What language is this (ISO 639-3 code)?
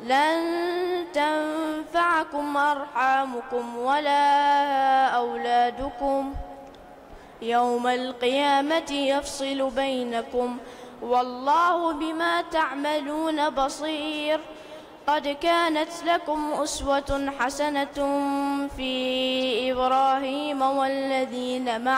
ara